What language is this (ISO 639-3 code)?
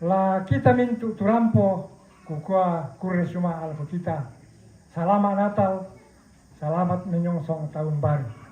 sda